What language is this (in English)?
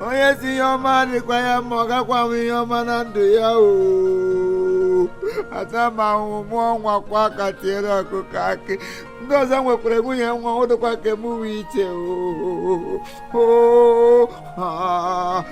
Igbo